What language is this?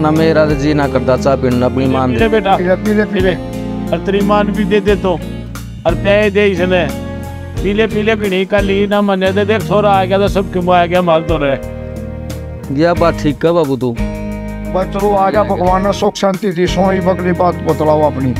Haryanvi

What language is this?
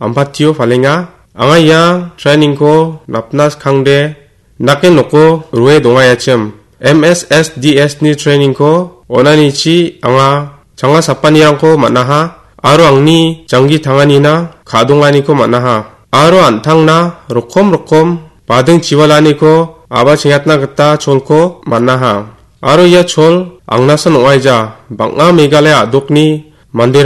Garo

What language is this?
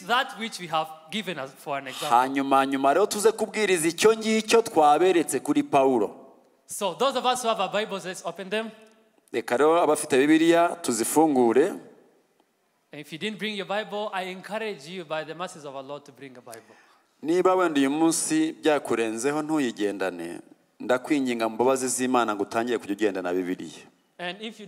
Kinyarwanda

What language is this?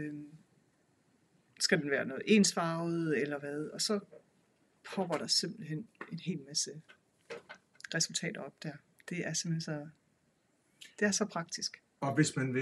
Danish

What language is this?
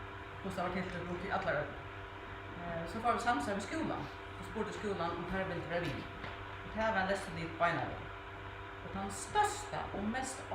Faroese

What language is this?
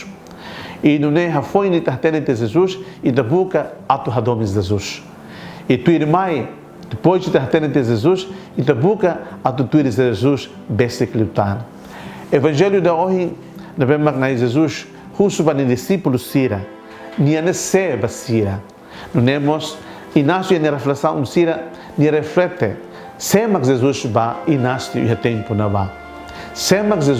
Tetum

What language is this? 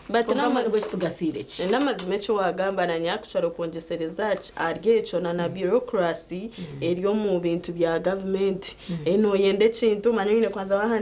Nyankole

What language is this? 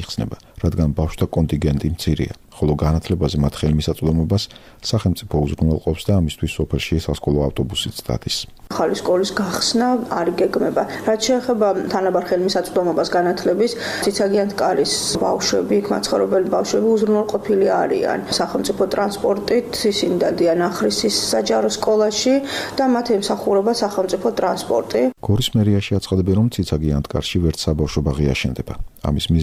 Georgian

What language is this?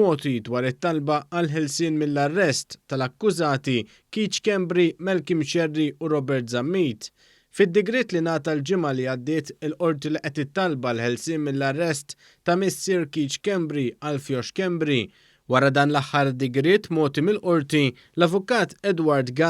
Maltese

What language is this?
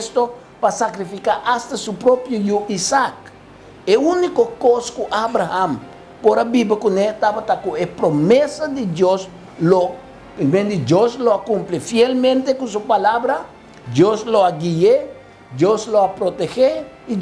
Papiamento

